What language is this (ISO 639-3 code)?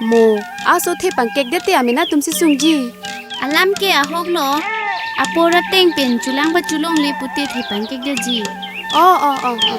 mjw